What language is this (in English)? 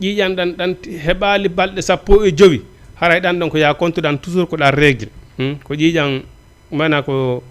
Fula